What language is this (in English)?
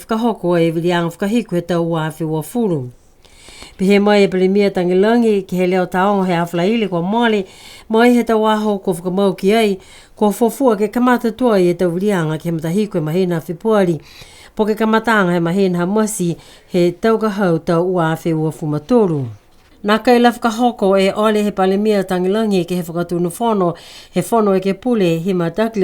Niuean